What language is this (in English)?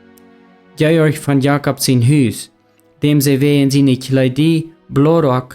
Plautdietsch